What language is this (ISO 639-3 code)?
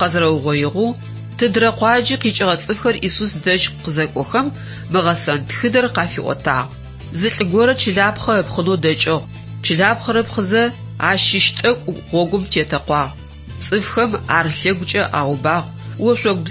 ady